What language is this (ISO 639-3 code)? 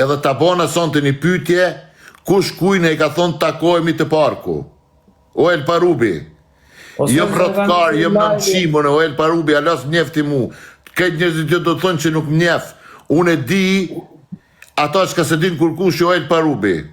sqi